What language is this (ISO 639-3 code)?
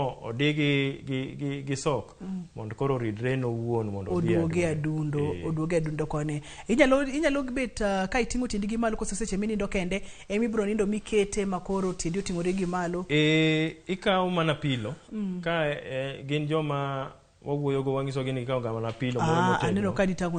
luo